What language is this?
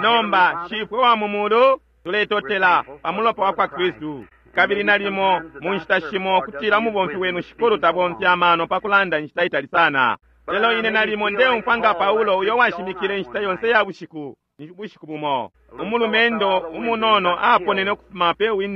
Bemba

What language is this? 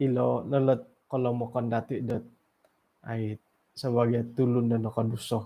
Central Dusun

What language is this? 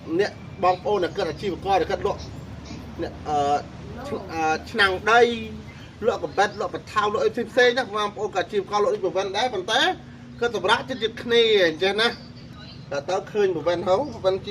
Khmer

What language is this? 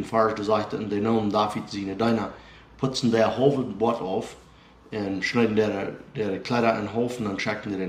Plautdietsch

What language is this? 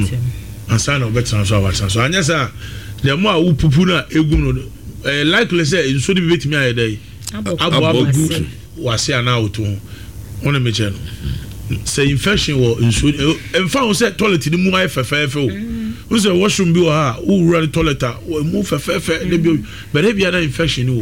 Akan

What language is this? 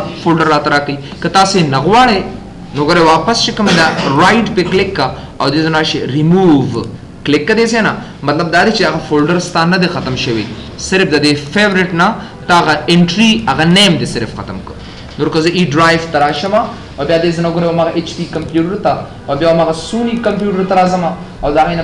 Pashto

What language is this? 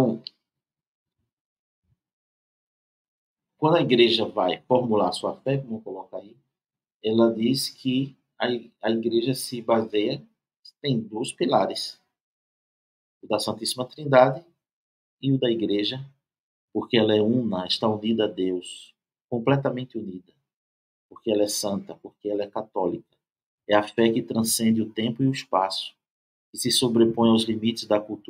Portuguese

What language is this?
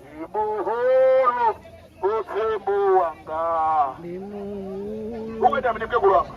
Venda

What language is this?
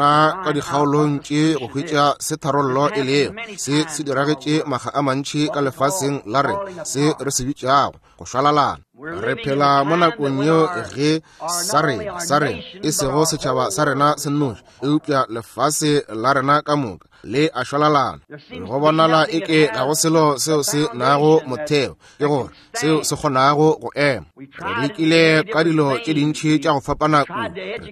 Northern Sotho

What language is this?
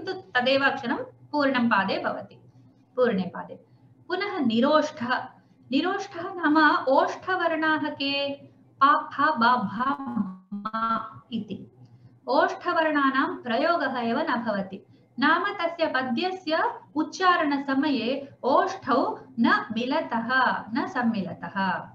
Sanskrit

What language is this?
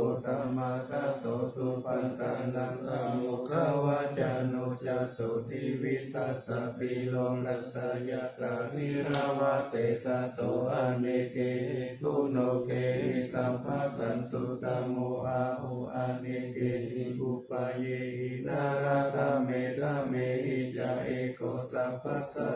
Pali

